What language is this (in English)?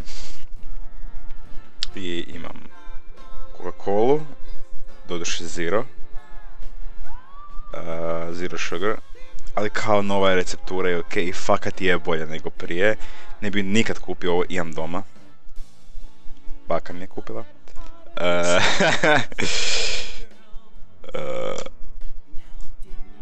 Croatian